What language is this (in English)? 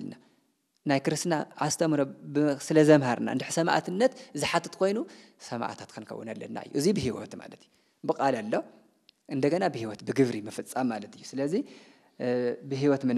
Tigrinya